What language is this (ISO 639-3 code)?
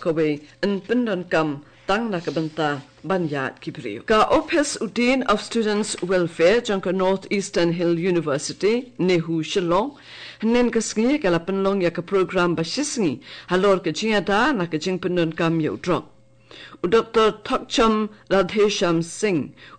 kha